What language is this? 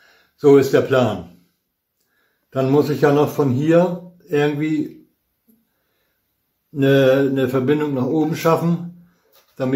German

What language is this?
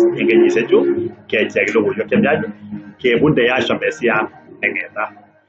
Kalenjin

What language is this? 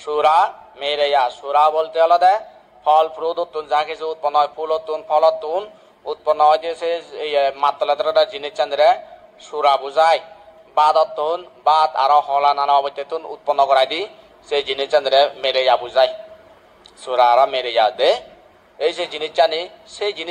Chakma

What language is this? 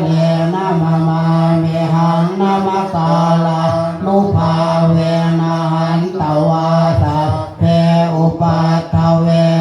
Pali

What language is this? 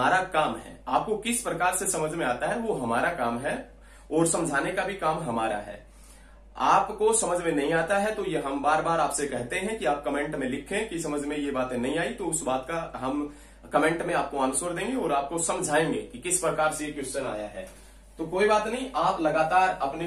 Hindi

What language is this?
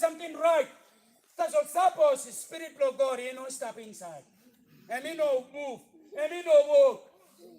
Tok Pisin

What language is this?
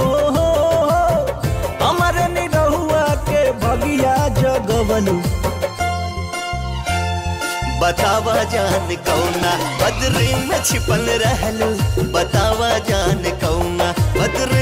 Bhojpuri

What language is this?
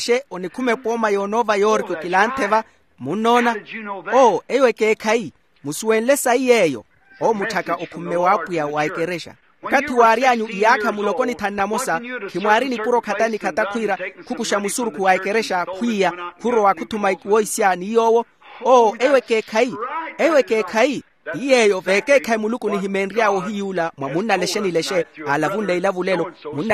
Makhuwa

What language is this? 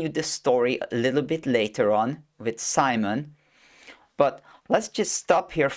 English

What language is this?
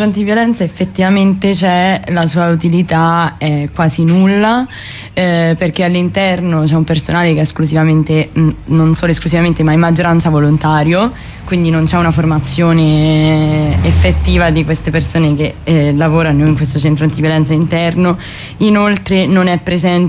Italian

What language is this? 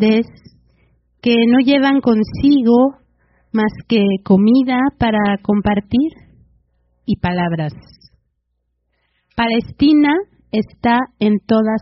Spanish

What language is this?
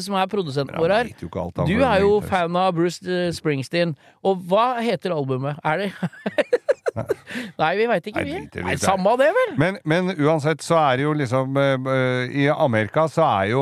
Norwegian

